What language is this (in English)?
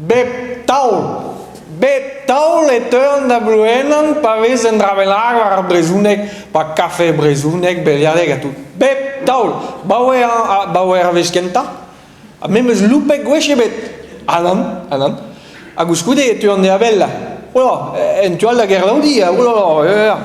Breton